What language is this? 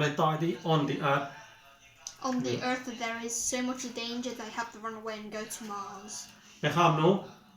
Mon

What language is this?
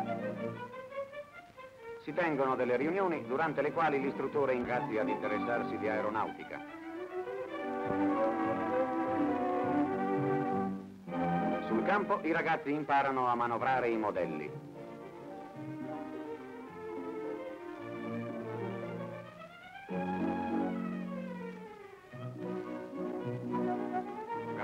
Italian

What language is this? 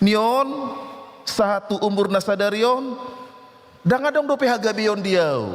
Batak Toba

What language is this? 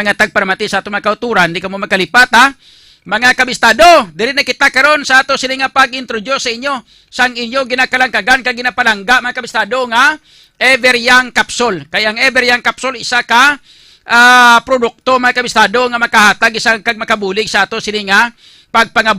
Hiligaynon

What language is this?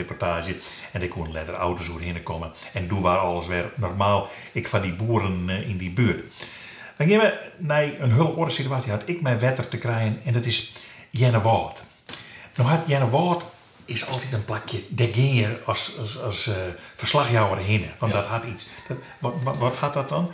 Western Frisian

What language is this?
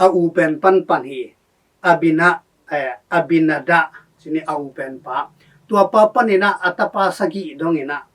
Tedim Chin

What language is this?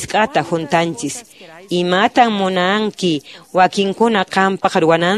Quechua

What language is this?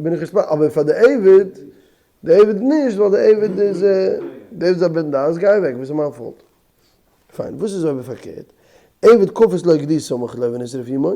Yiddish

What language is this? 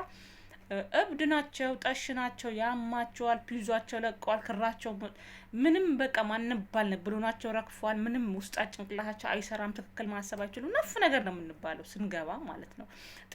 Amharic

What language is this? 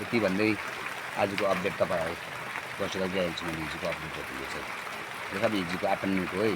Nepali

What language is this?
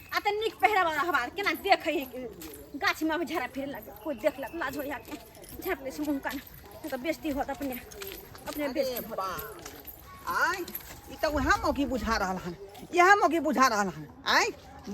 Maithili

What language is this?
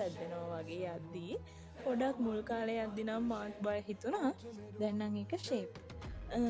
Sinhala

